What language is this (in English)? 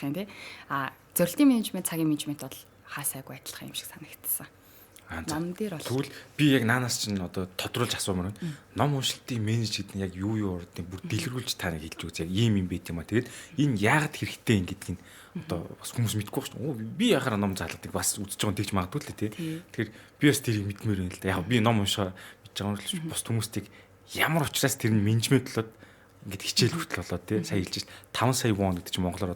Mongolian